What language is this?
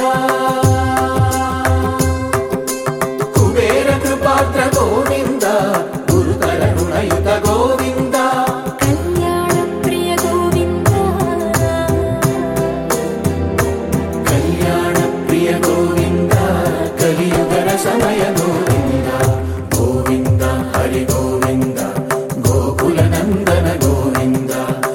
Telugu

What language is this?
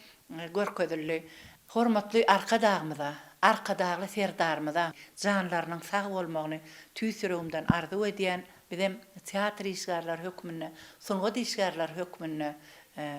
Turkmen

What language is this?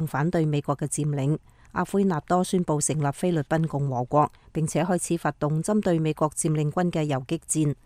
Cantonese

